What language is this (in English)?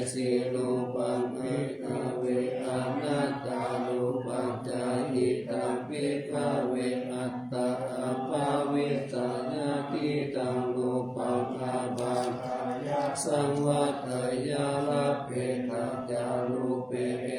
Pali